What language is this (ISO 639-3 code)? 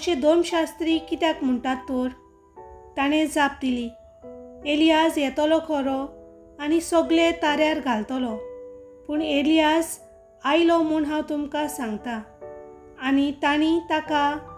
kok